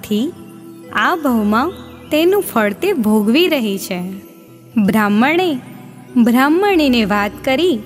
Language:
Gujarati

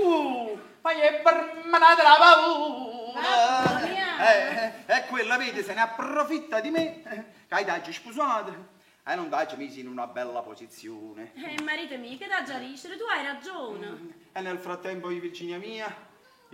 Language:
Neapolitan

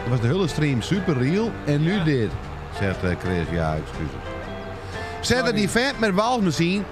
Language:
Dutch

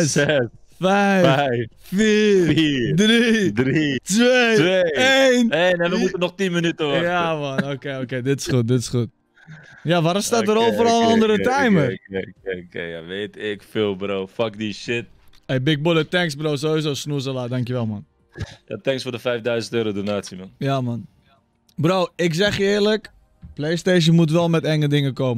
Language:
Dutch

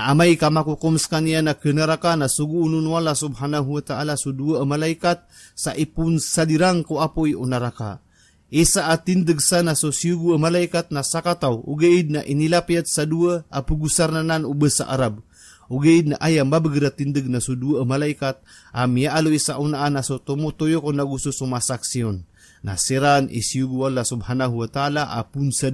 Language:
Maranao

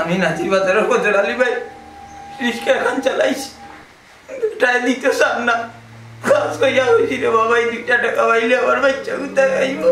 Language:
Sylheti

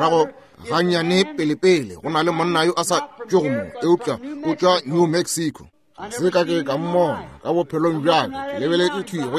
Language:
Northern Sotho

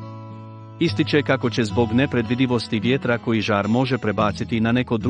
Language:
Croatian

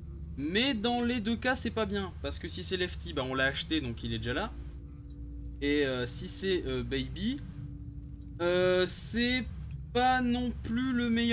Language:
French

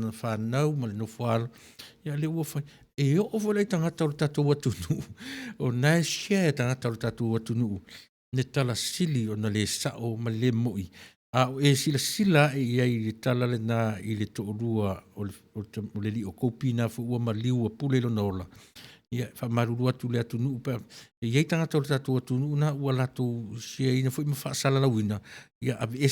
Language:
Samoan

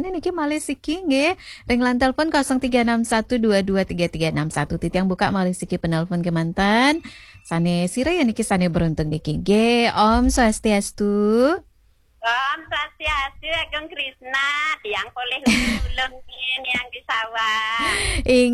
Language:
Balinese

